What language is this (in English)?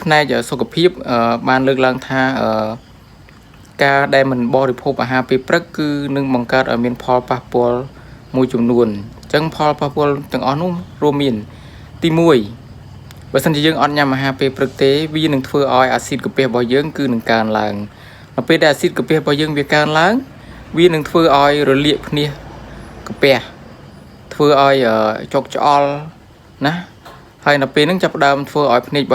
Khmer